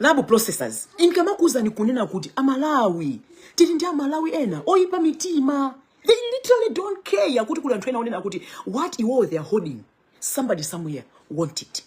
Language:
Nyanja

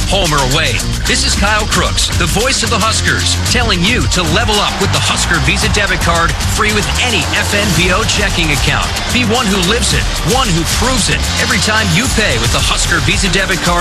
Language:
English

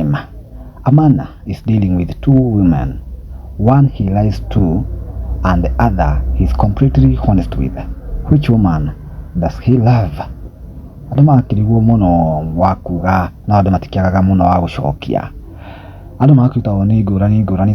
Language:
Kikuyu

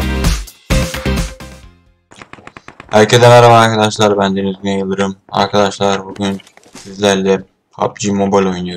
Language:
Turkish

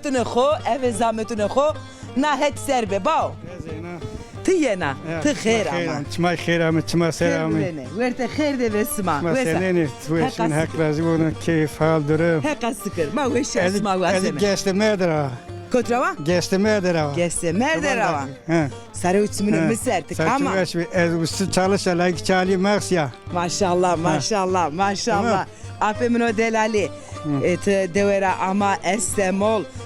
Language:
Zaza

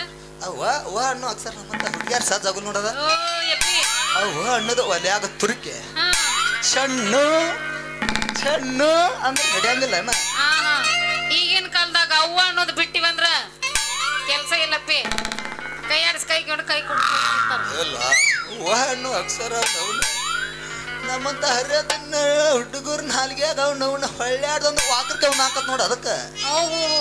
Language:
Kannada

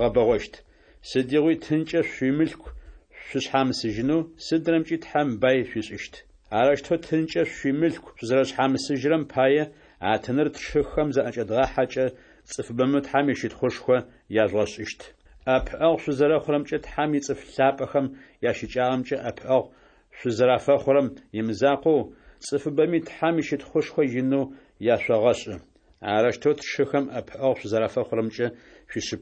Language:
Adyghe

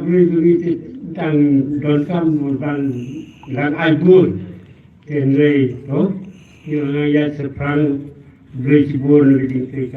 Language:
Khasi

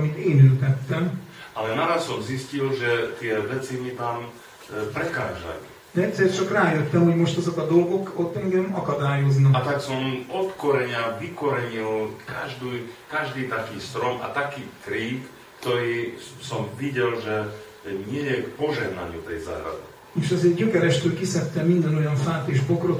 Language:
Slovak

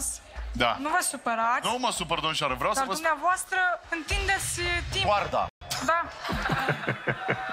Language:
Romanian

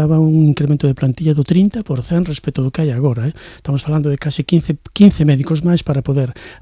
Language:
Galician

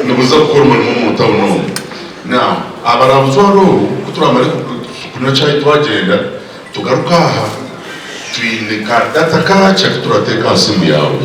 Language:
Nyankole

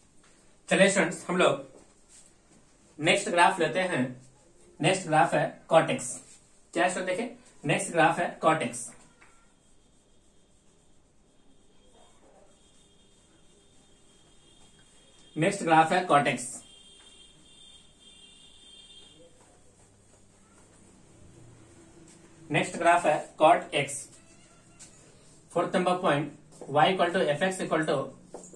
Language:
Hindi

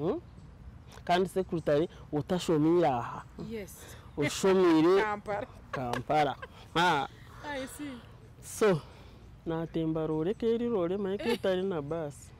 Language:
Nyankole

